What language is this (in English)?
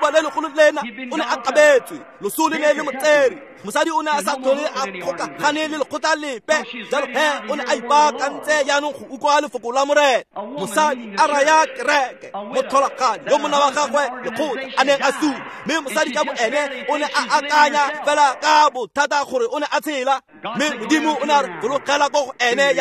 Tswana